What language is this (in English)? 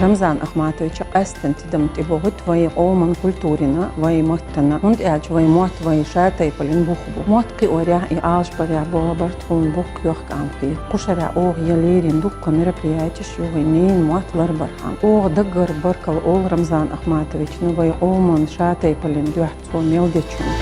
Chechen